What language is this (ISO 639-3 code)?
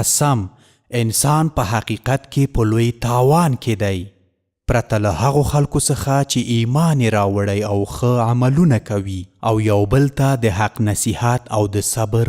pus